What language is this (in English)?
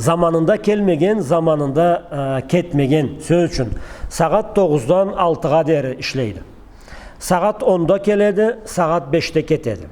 Karachay-Balkar